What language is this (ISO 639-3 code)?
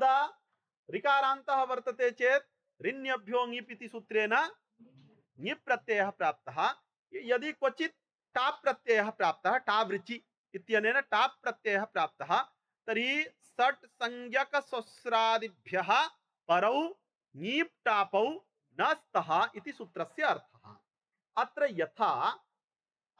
san